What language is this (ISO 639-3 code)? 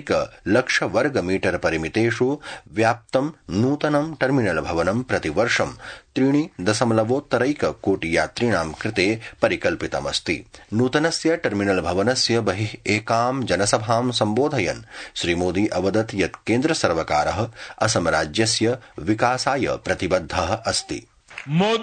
san